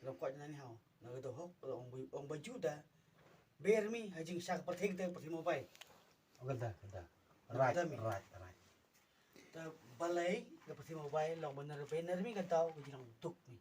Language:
Khasi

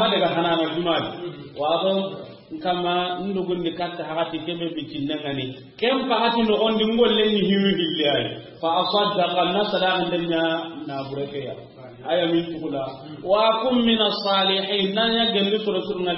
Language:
Soninke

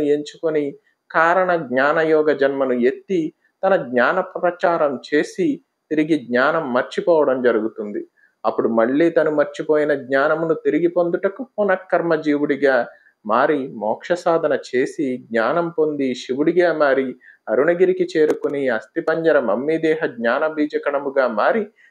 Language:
Telugu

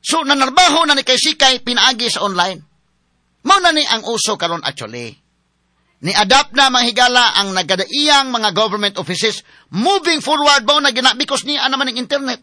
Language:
Cebuano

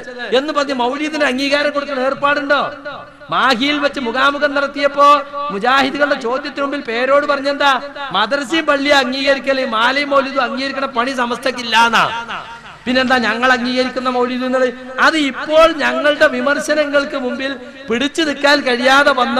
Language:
Malayalam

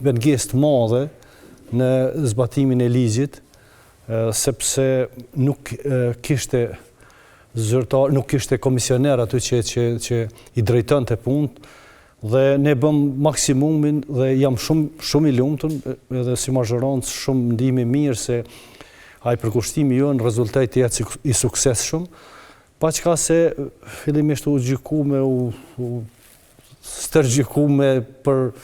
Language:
Albanian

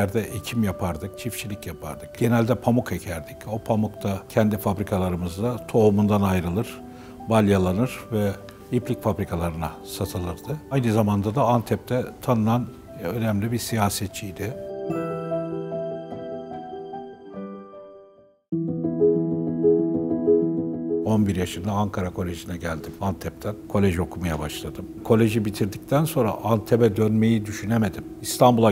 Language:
Turkish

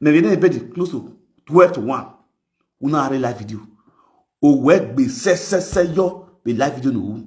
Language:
Nigerian Pidgin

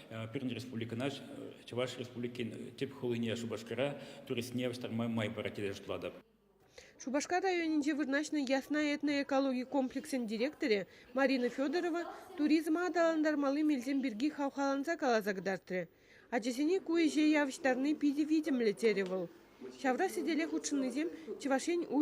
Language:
Chuvash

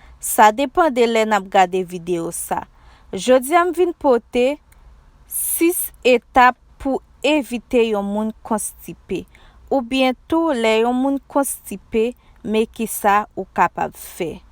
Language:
Haitian Creole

